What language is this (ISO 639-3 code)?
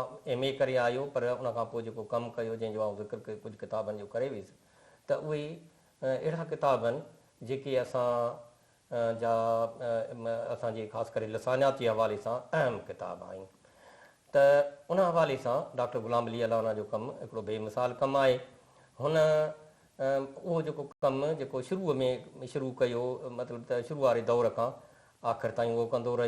snd